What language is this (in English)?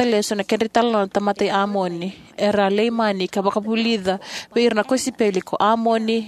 Fijian